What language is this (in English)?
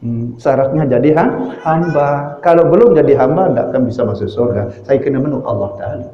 Sasak